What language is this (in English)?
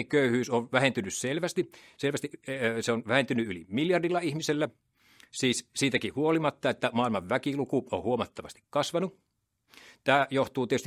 Finnish